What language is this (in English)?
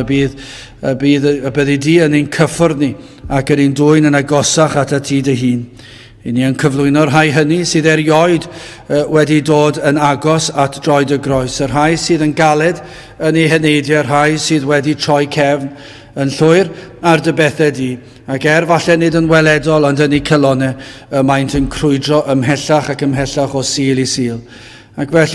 Welsh